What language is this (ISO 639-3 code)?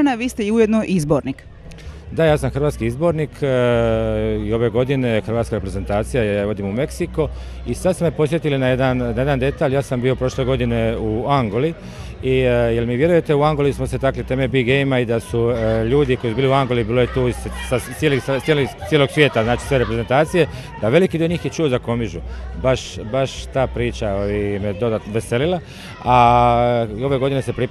hrv